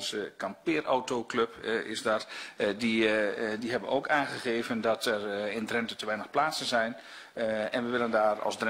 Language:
Dutch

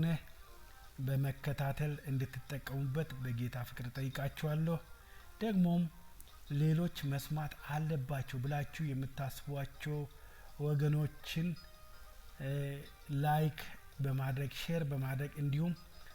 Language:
Amharic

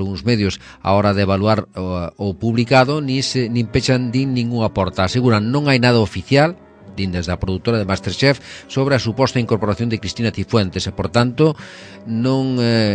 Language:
Galician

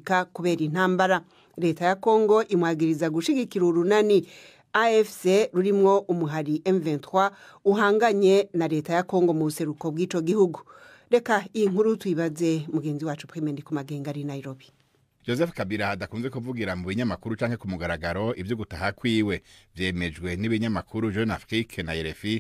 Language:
Rundi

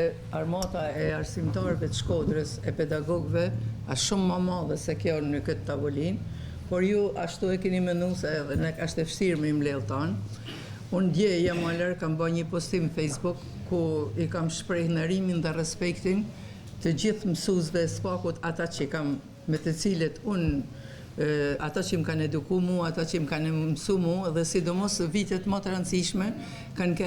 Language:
Albanian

